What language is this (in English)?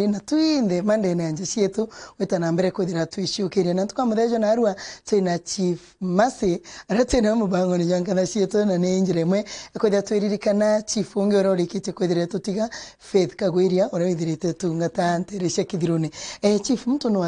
Meru